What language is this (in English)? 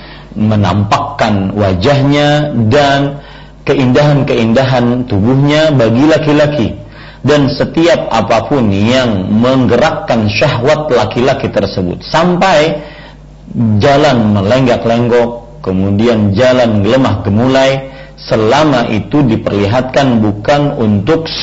Indonesian